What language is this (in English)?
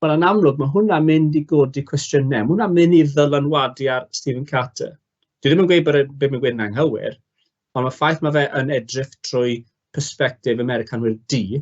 Welsh